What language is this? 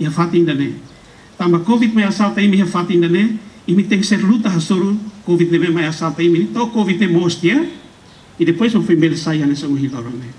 Tetum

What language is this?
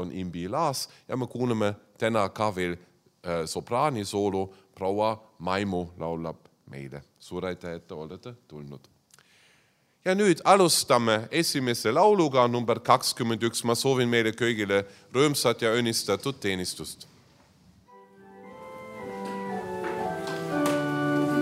Estonian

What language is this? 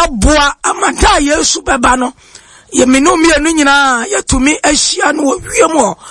Akan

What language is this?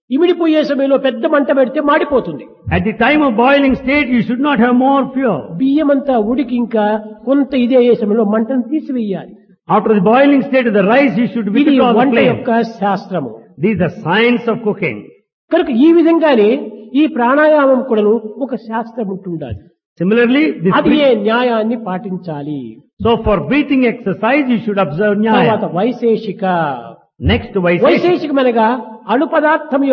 Telugu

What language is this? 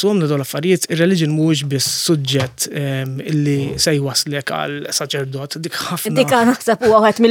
Maltese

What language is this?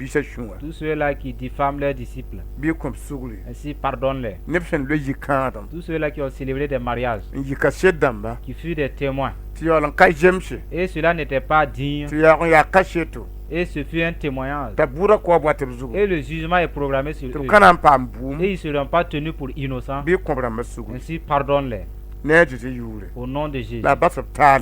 Mossi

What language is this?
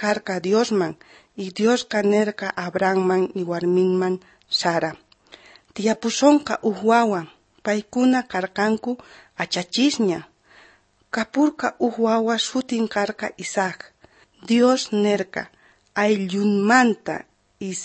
South Bolivian Quechua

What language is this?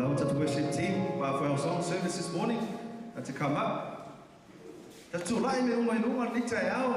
Samoan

